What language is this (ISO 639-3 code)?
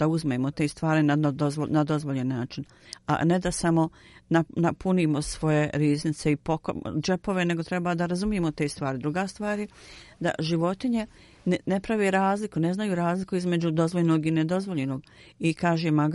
bos